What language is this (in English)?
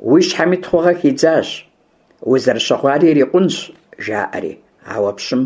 Kabardian